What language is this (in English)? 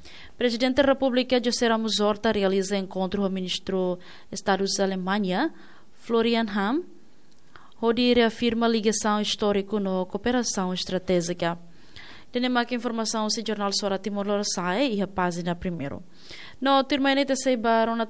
Tetum